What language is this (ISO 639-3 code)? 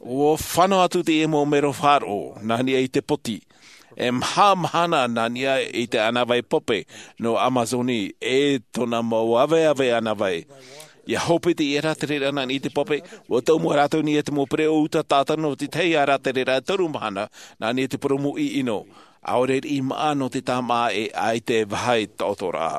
tah